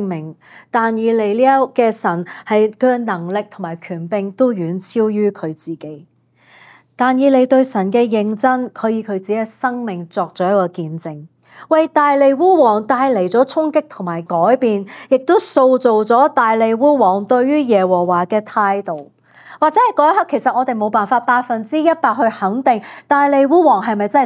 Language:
Cantonese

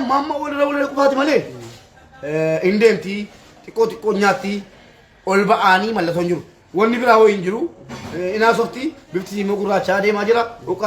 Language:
Oromo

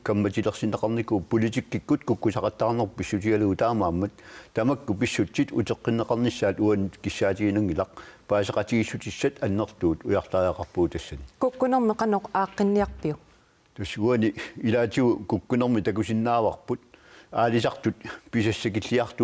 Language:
Kalaallisut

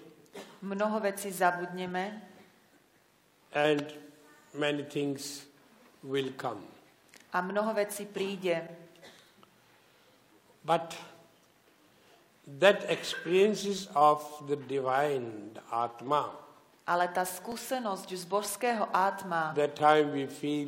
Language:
Slovak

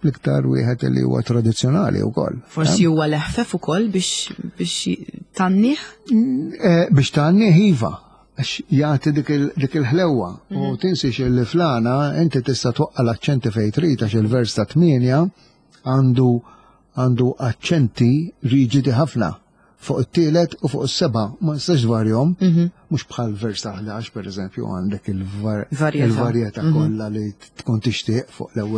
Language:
Maltese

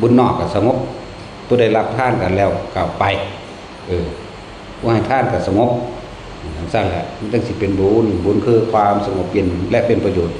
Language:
Northeastern Thai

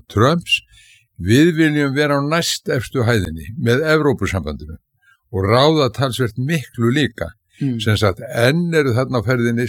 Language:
Icelandic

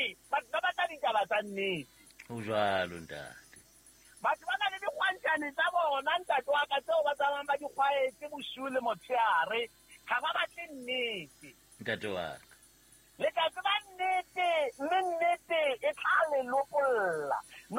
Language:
Southern Sotho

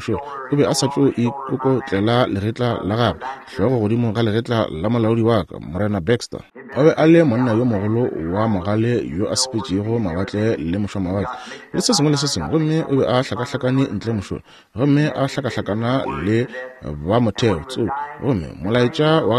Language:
Northern Sotho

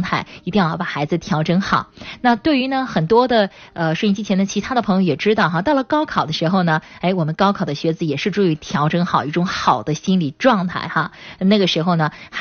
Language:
Chinese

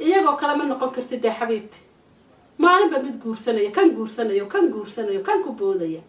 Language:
Somali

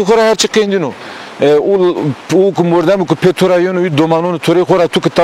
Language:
Zaza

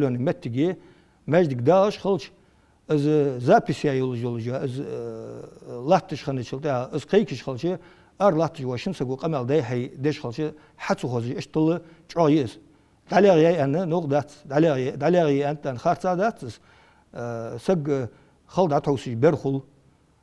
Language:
Ingush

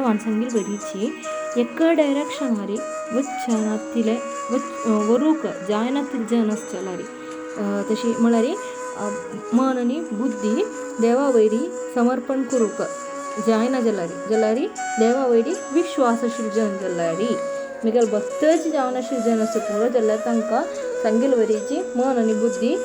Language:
Konkani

